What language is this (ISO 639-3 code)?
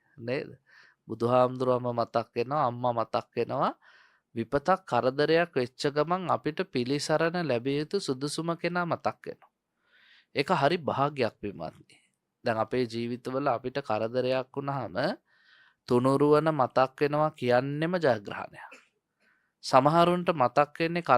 sin